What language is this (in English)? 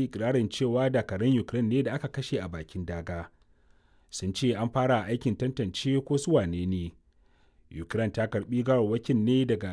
Hausa